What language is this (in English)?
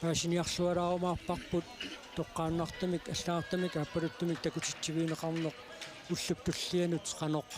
Kalaallisut